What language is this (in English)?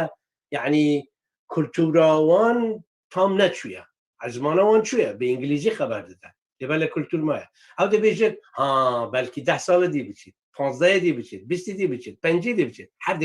Kurdish